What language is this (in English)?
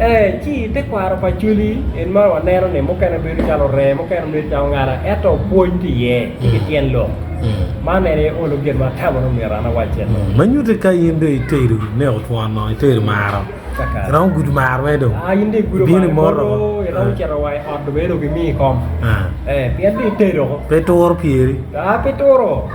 Acoli